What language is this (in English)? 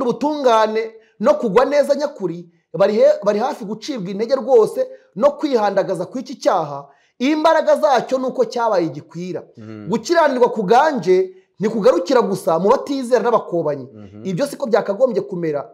Kinyarwanda